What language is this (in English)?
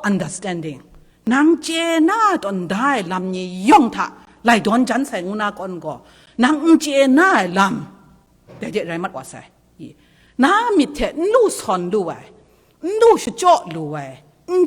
Kachin